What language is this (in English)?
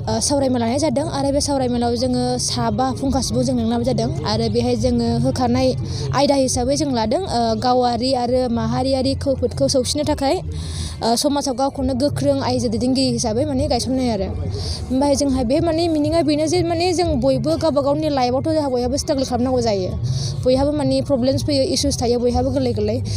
Bodo